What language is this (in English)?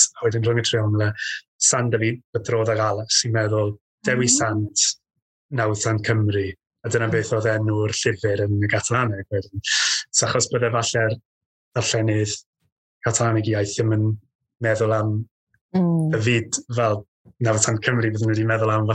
Welsh